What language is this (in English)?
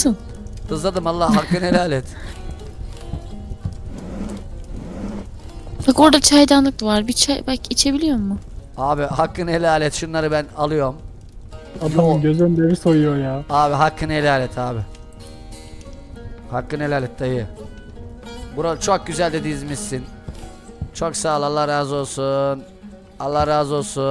Turkish